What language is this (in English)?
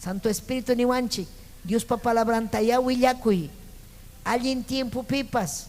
Ayacucho Quechua